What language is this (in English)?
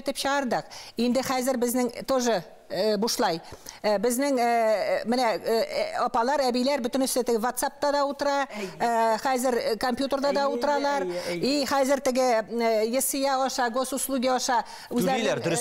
Tatar